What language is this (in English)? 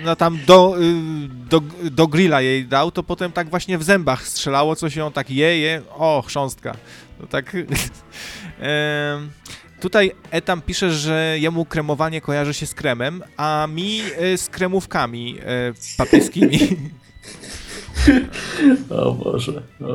Polish